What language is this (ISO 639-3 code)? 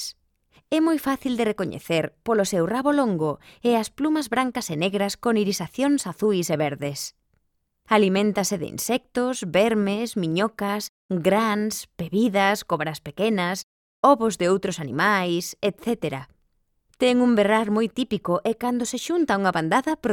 glg